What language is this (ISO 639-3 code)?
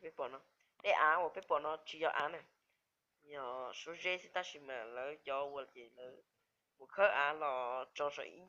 hmn